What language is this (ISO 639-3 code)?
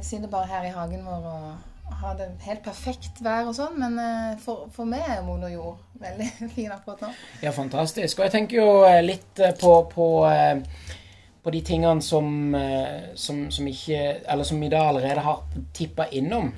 nor